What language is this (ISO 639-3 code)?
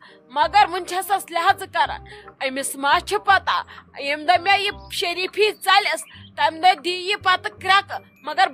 kas